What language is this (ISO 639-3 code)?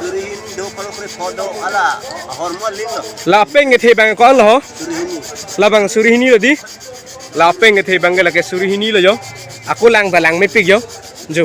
mjw